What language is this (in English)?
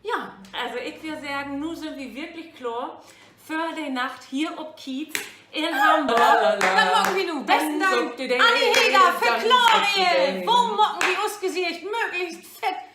Low German